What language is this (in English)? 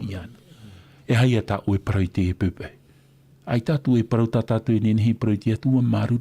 Tahitian